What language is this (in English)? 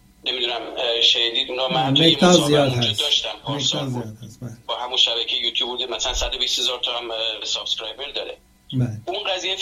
Persian